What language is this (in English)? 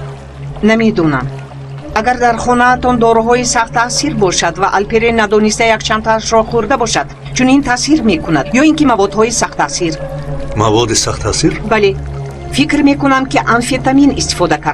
Tajik